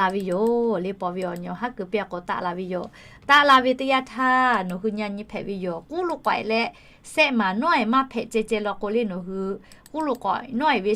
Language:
Lahu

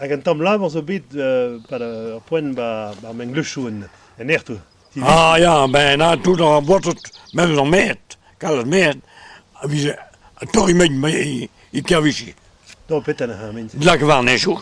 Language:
Breton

